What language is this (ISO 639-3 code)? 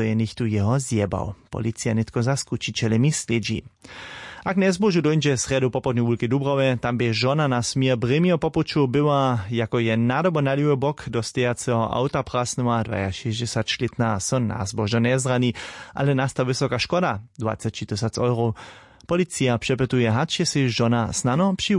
hsb